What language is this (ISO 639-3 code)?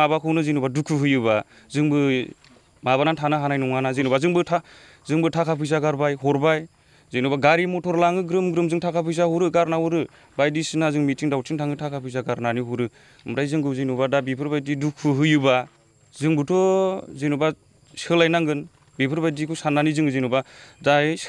brx